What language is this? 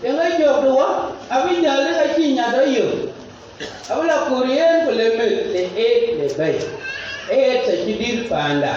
Dinka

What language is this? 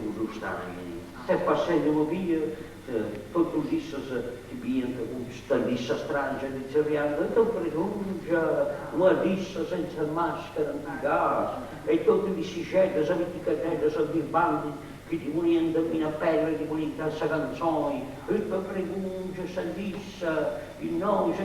Sardinian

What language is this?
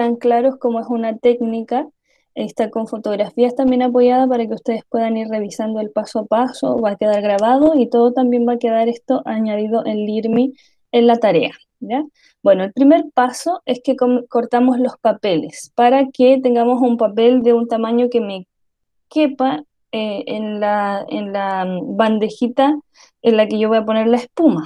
Spanish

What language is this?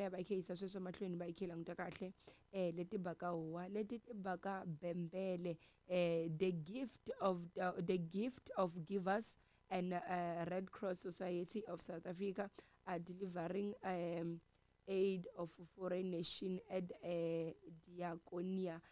Tsonga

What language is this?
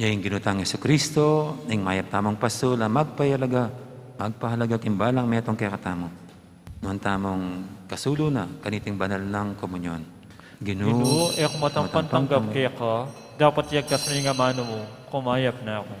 Pampanga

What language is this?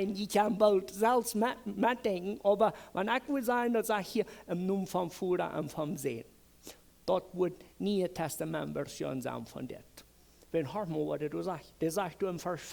Plautdietsch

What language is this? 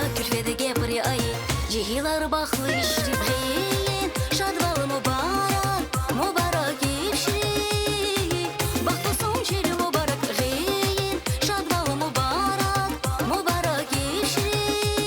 Tabassaran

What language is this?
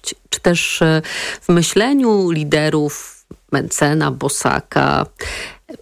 Polish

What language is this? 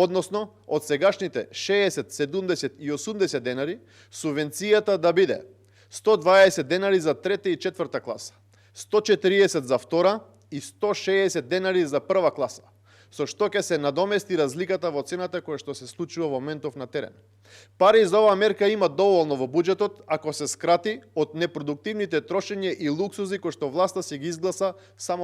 Macedonian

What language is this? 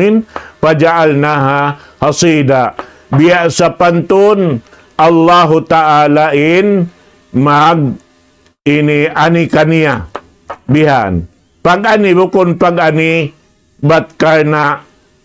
Tausug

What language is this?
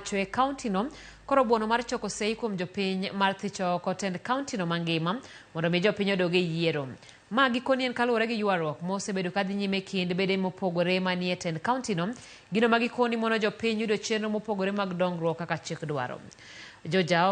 Luo (Kenya and Tanzania)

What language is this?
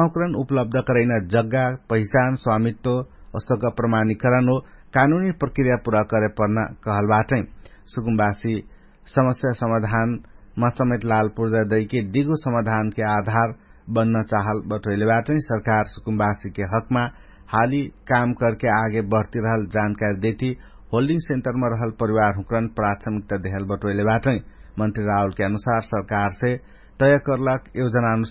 Dangaura Tharu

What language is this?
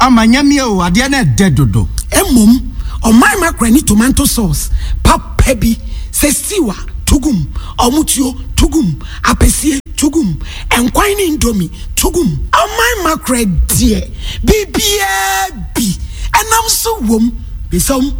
Akan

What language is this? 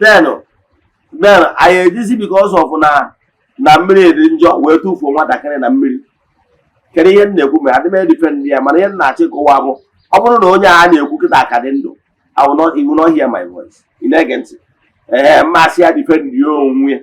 Igbo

